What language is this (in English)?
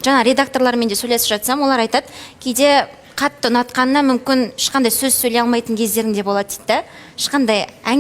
Kazakh